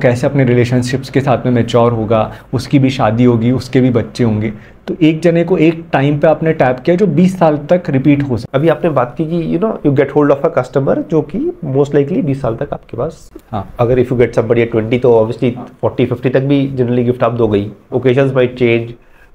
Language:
Hindi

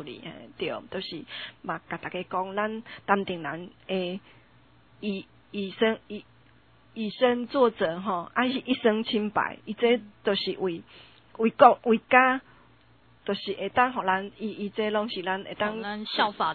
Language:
Min Nan Chinese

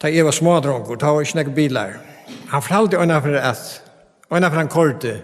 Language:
Faroese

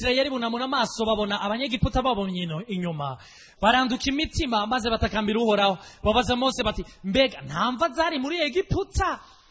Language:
Kinyarwanda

